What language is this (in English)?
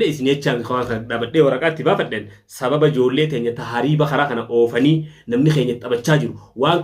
Oromo